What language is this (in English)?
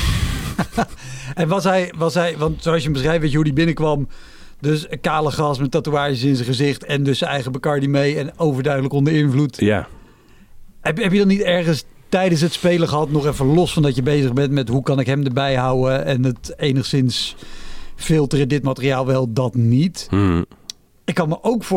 Dutch